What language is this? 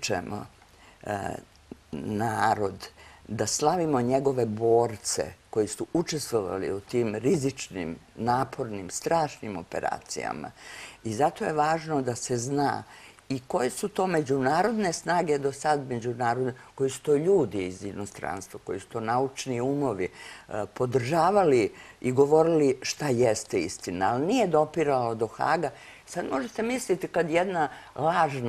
Serbian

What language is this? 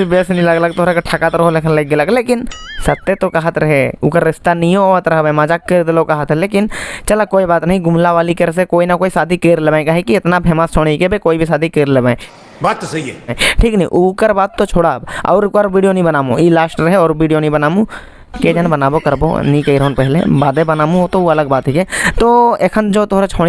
Sadri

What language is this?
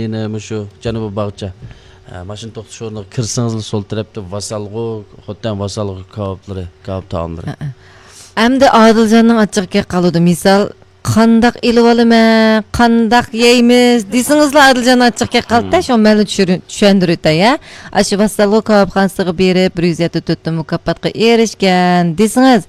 Uyghur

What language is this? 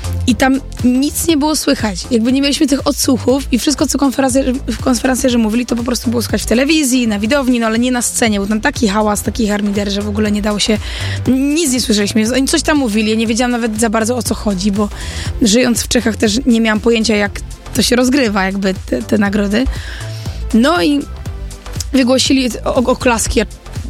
Polish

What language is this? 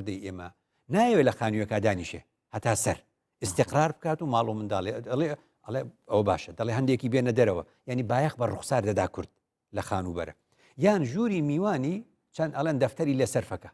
Central Kurdish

